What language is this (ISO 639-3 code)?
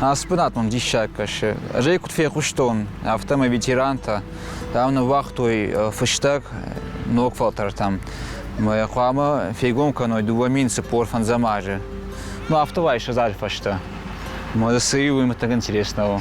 oss